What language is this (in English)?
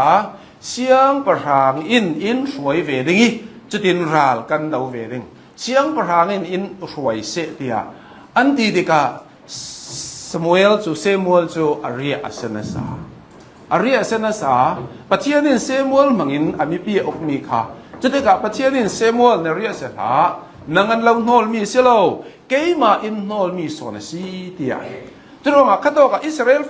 Hakha Chin